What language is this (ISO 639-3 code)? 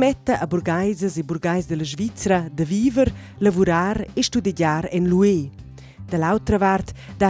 roh